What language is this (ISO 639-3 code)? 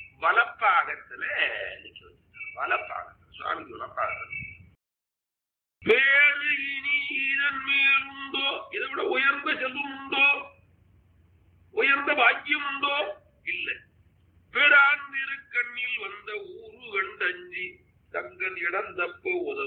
tam